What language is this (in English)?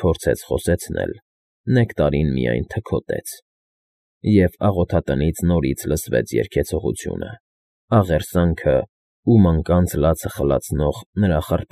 Armenian